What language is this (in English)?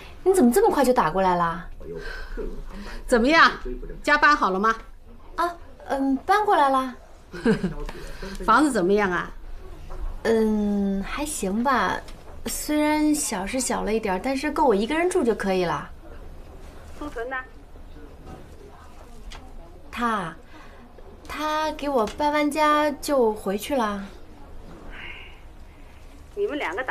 Chinese